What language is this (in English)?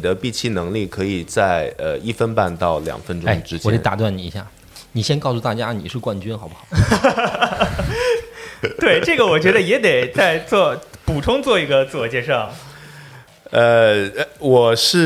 Chinese